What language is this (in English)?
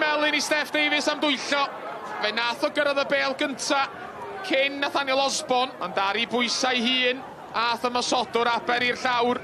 Welsh